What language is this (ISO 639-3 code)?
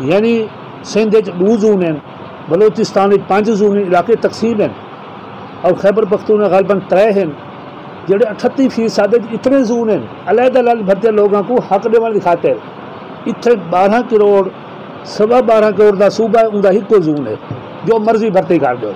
skr